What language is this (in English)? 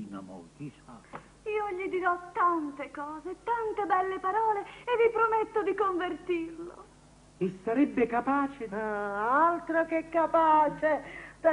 Neapolitan